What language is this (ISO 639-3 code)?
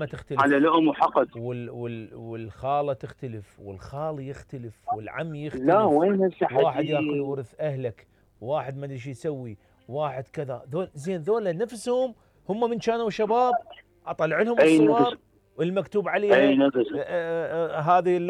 acm